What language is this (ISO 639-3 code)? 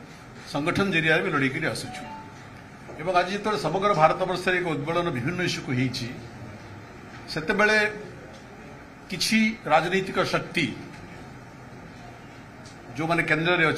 ori